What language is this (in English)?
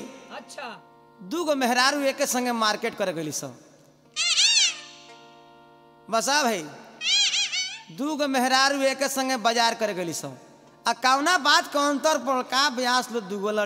Bhojpuri